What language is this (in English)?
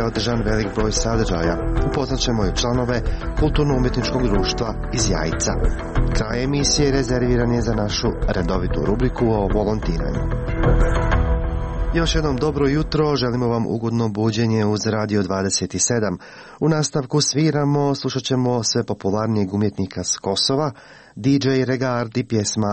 Croatian